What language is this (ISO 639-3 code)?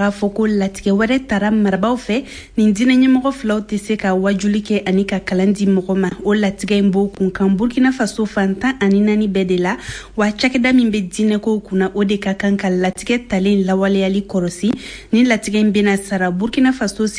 bam